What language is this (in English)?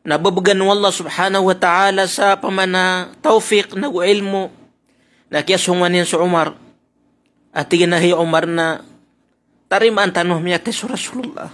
Maranao